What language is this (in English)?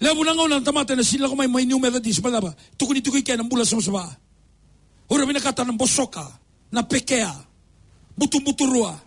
Fijian